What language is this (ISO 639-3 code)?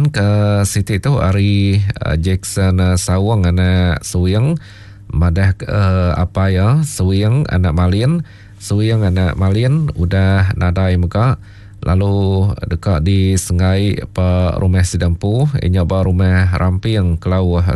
iba